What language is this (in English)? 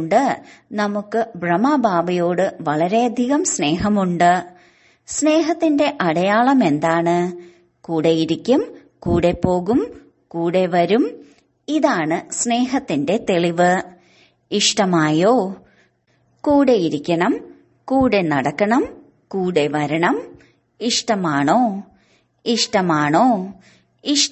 Malayalam